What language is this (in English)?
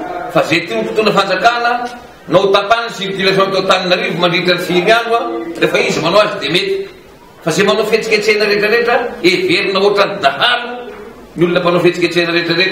Malagasy